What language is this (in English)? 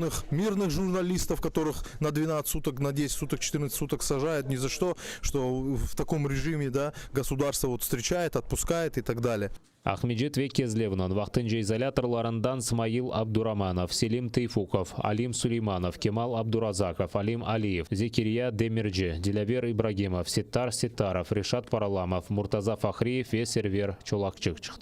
Crimean Tatar